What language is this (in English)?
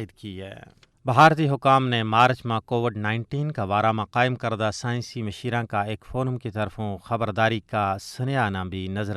Gujari